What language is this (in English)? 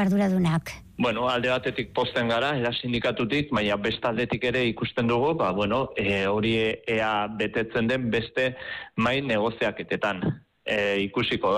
Basque